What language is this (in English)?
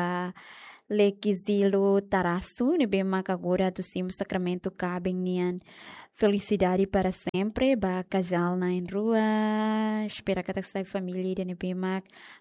Tetum